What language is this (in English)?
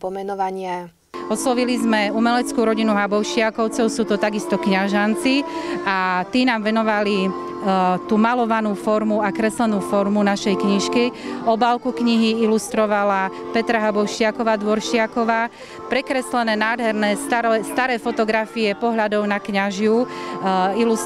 Slovak